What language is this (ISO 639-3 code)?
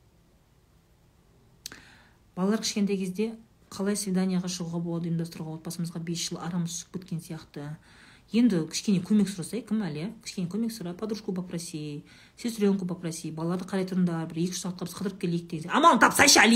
kaz